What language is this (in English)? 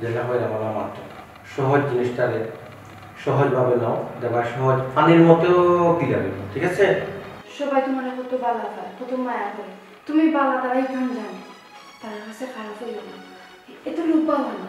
Sylheti